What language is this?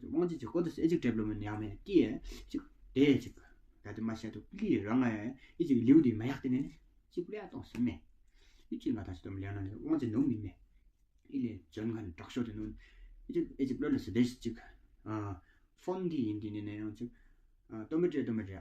Tawang Monpa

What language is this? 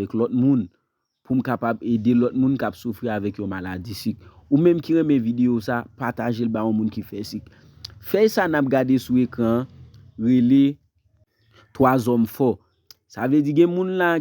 Haitian Creole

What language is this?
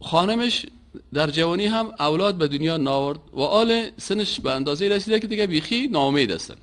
Persian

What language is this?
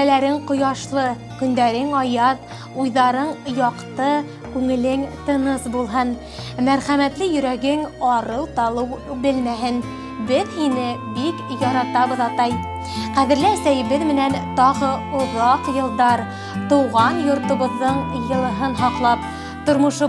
Bashkir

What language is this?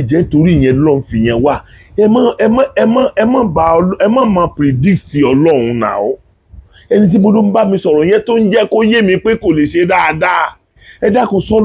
Yoruba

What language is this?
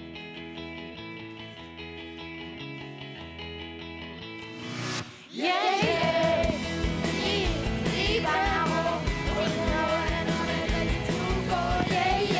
Basque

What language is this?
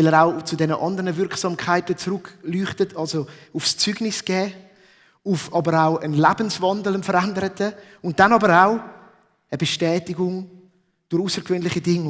Swiss German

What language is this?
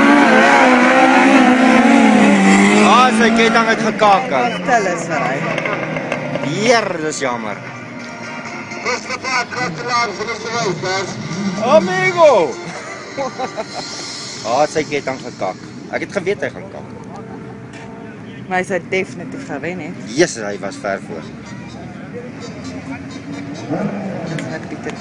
Afrikaans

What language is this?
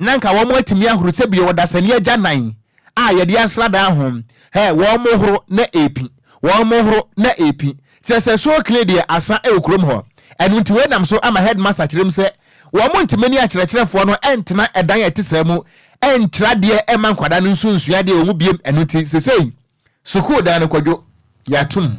Akan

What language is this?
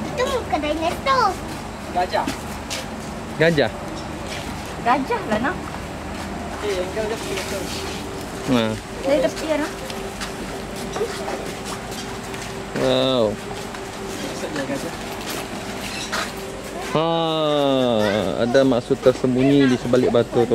Malay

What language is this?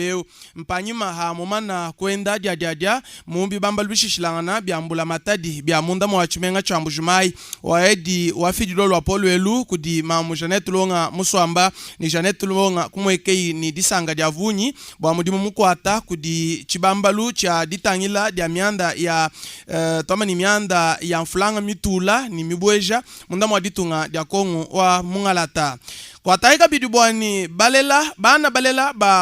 Luba-Lulua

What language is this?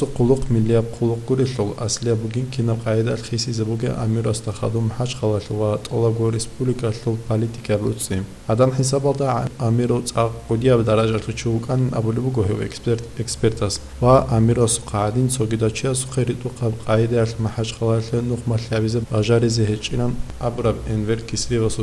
Avaric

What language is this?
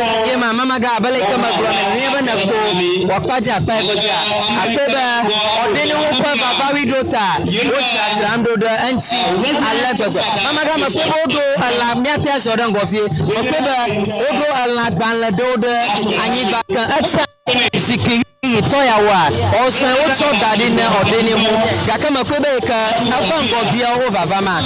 Ewe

